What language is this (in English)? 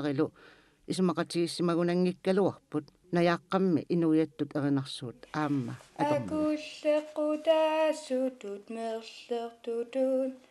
Kalaallisut